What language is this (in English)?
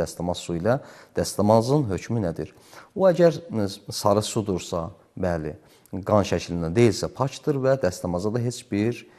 Azerbaijani